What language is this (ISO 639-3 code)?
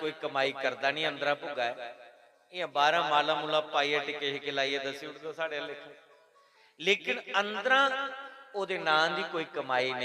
doi